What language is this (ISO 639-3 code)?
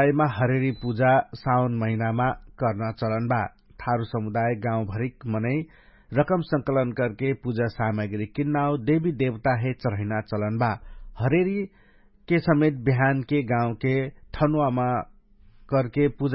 thl